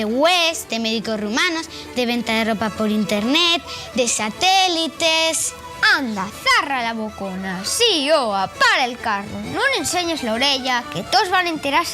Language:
Asturian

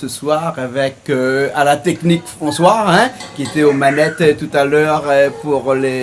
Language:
Réunion Creole French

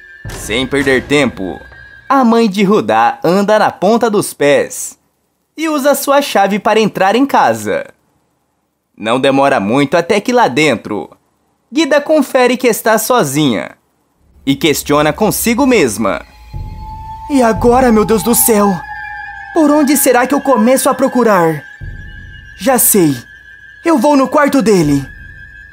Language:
Portuguese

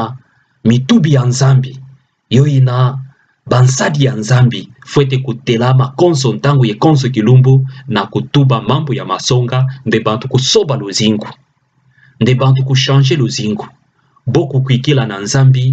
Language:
Kituba (Democratic Republic of Congo)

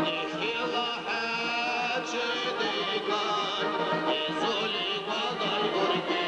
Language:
Dargwa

